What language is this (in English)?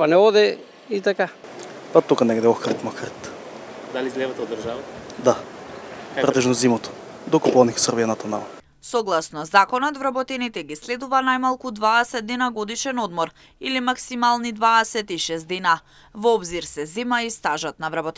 Macedonian